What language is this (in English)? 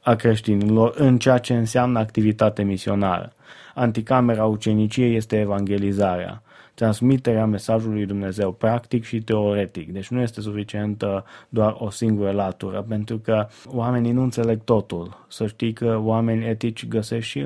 Romanian